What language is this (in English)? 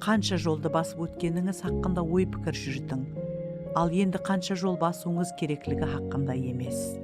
Kara-Kalpak